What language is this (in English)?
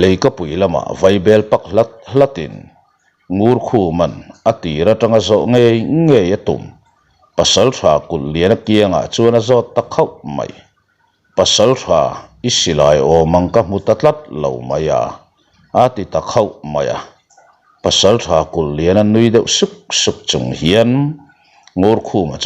Mizo